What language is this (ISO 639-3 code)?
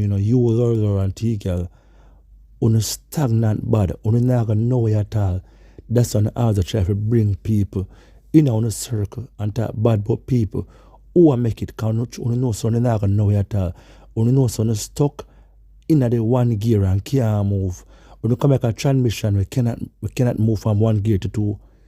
jam